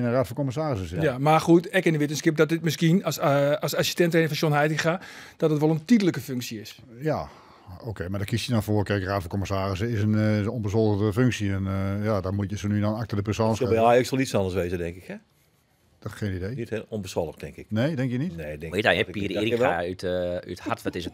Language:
Western Frisian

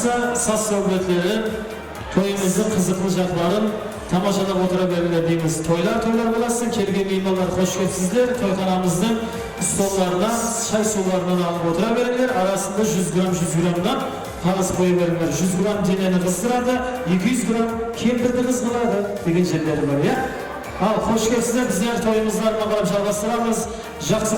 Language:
Kara-Kalpak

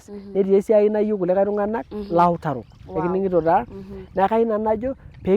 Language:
Masai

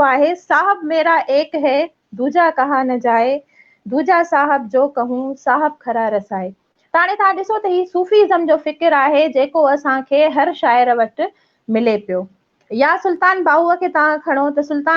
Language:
Sindhi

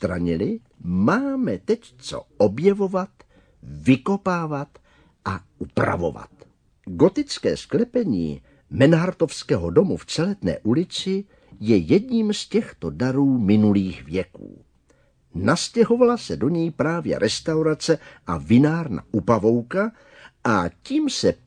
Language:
Czech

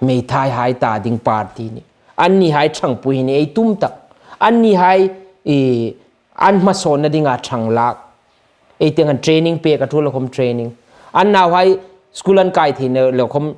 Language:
Hmar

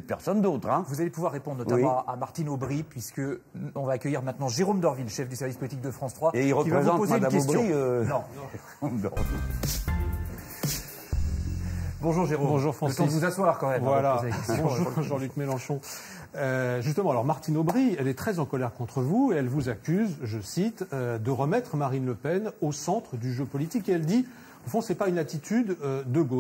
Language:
French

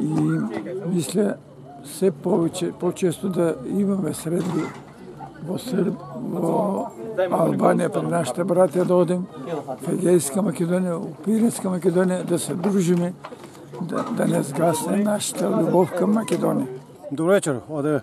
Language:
Macedonian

